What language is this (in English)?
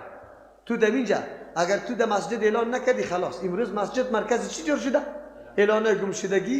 Persian